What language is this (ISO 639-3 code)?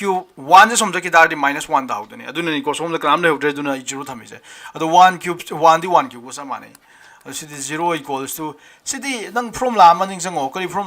mni